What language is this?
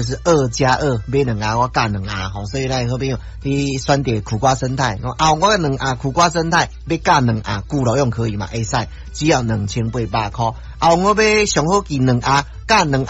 Min Nan Chinese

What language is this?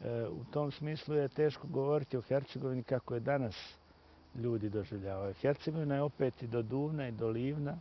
Bosnian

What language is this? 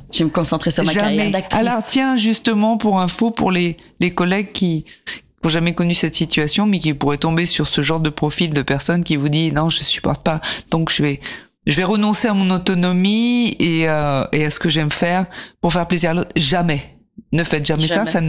French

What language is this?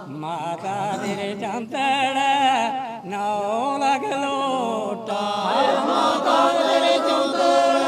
Dogri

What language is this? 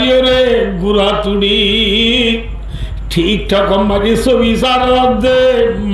Rohingya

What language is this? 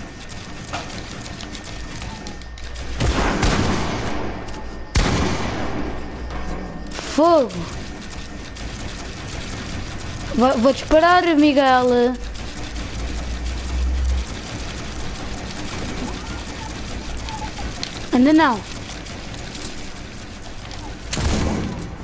Portuguese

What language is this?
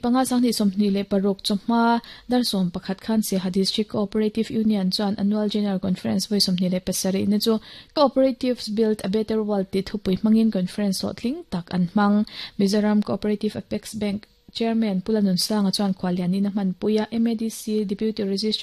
Mizo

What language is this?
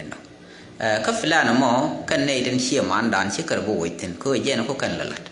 Nuer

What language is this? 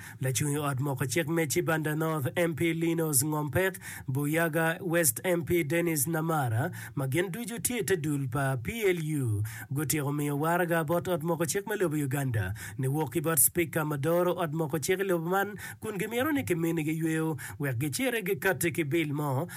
Acoli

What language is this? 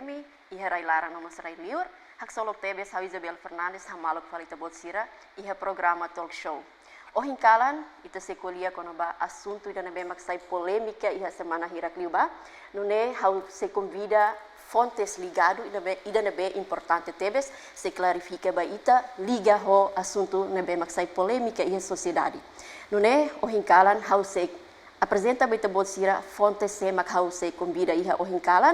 Tetum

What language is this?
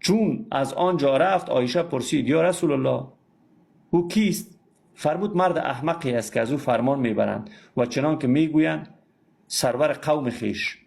Persian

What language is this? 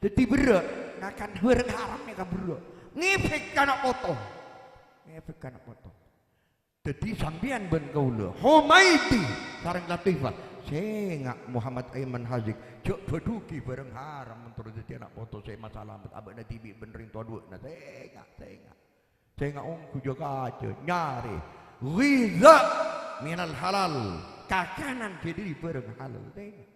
Madurese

